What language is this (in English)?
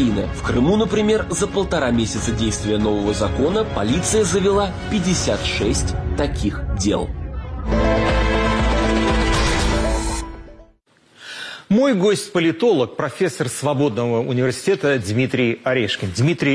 Russian